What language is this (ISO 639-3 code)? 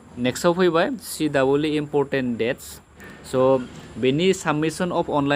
brx